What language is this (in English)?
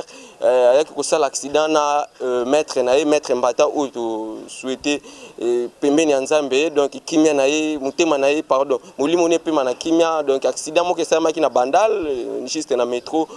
Lingala